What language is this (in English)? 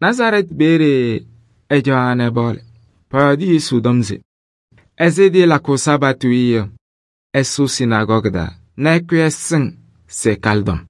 Kabiyè